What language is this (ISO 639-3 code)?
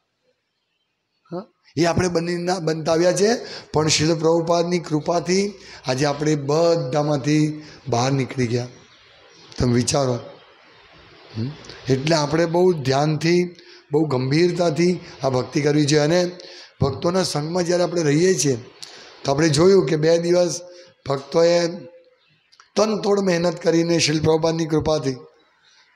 guj